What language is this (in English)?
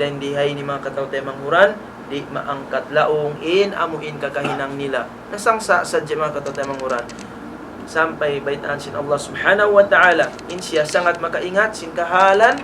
Tausug